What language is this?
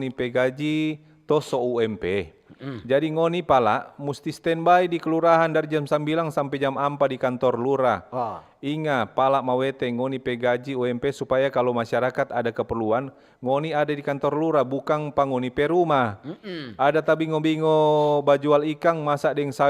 Manado Malay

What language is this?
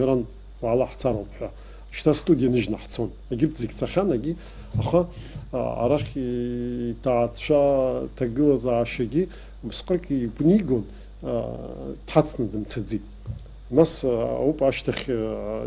Abkhazian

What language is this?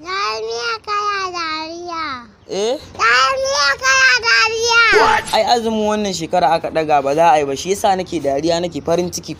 Hausa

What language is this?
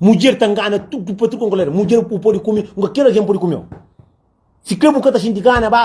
Kabuverdianu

